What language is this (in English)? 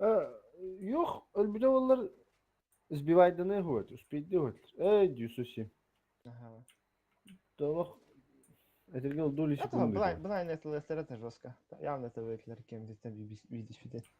Yakut